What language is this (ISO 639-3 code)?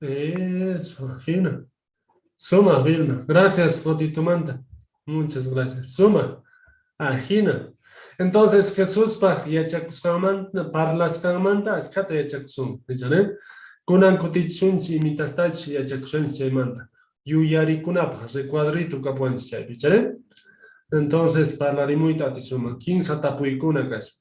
que